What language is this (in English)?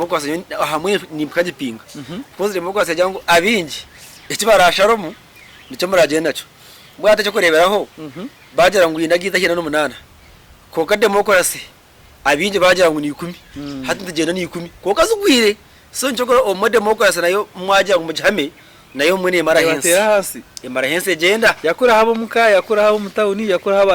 Nyankole